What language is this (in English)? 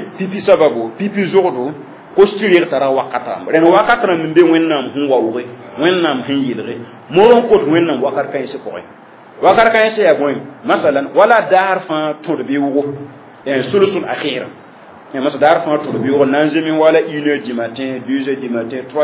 Mossi